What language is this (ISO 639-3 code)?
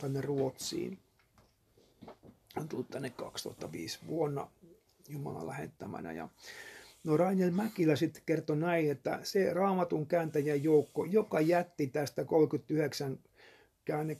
fin